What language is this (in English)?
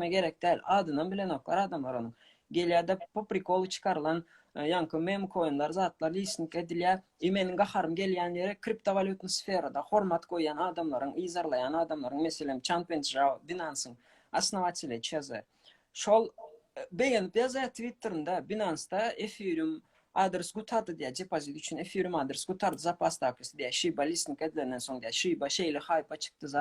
Turkmen